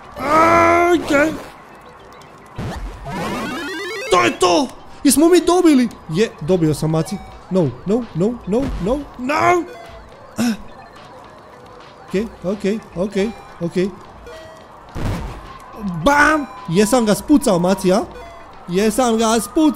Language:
Croatian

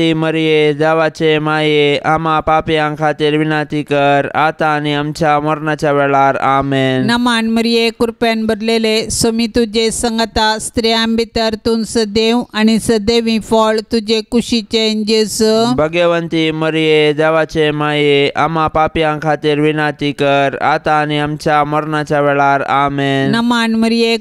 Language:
Konkani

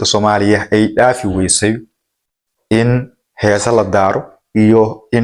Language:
Somali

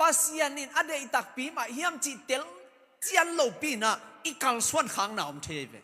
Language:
Tedim Chin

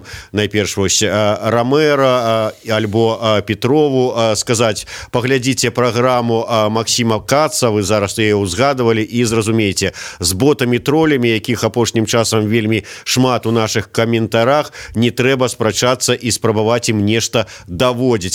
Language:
Belarusian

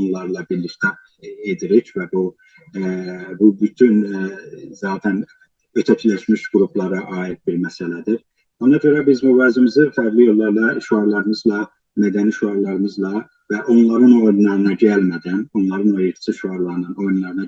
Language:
South Azerbaijani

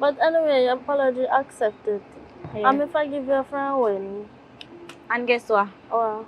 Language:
Jamaican Creole English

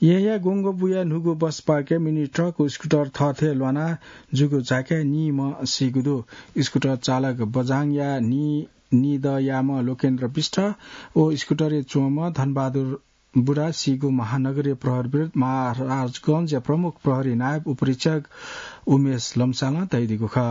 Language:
Newari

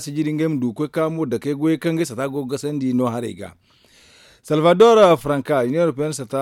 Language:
Zarma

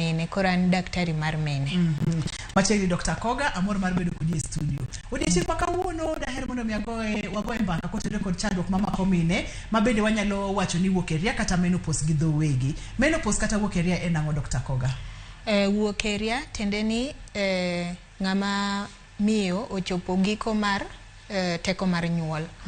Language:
Luo (Kenya and Tanzania)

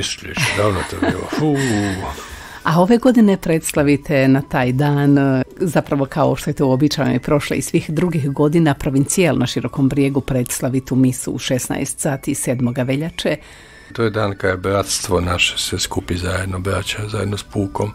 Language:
Croatian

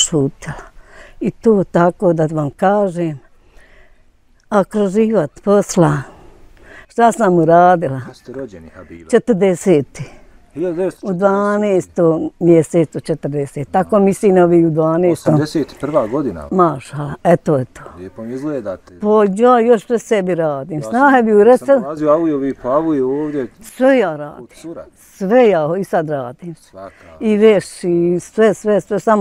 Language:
Bosnian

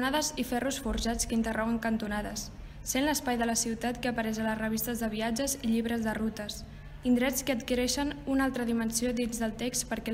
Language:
Catalan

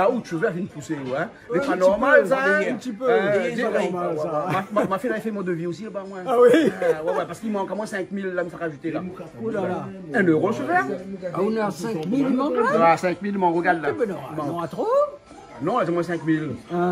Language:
Réunion Creole French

